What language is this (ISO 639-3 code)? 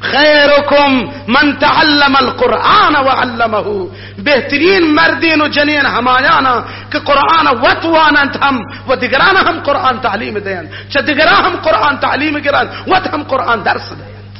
bgp